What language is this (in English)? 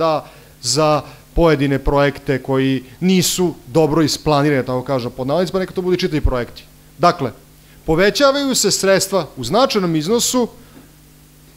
Serbian